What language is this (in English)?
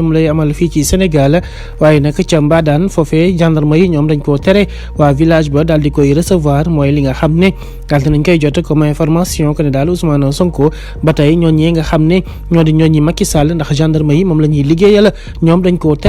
Wolof